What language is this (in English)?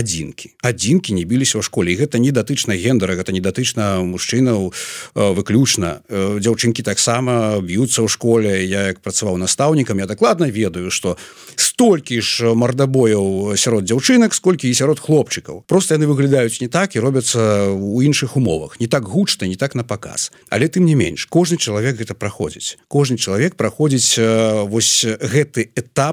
Belarusian